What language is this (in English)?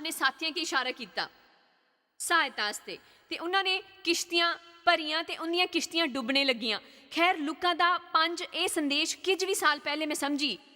Dogri